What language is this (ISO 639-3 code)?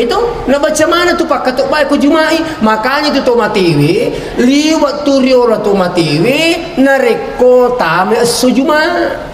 bug